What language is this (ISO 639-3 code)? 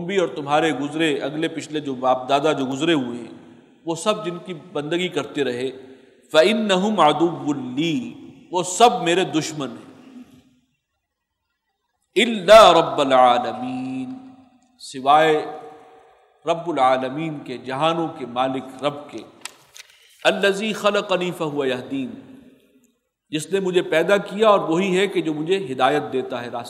urd